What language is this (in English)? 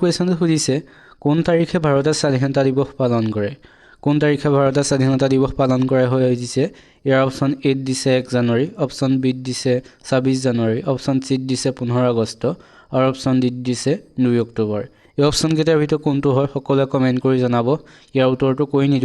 Assamese